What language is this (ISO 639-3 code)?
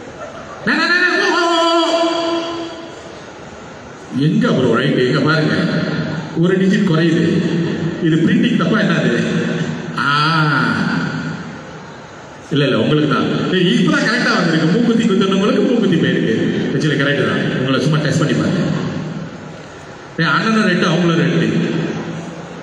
tam